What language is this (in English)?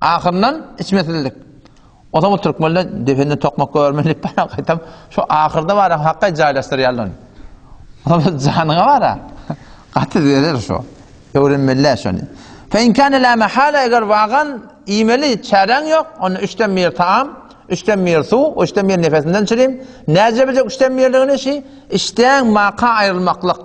Turkmen